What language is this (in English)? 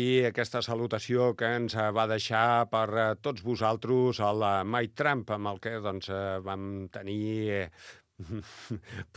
Catalan